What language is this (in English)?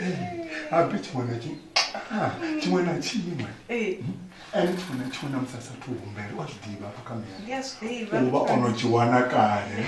Venda